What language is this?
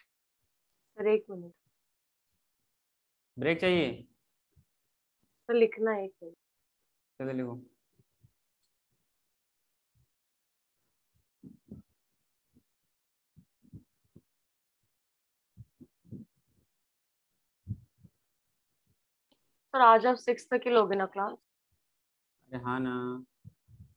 Hindi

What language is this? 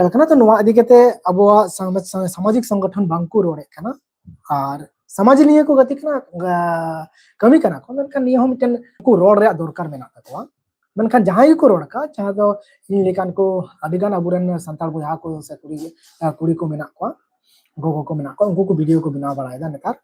Santali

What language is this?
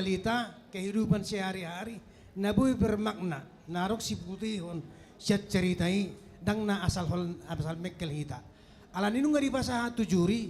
Batak Toba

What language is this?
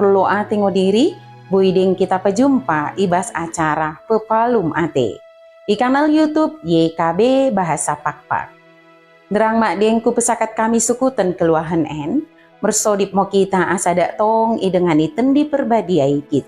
Batak Dairi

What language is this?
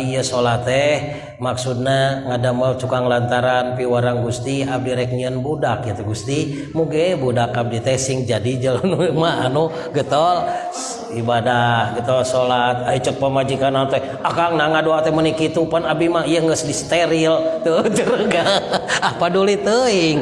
Sundanese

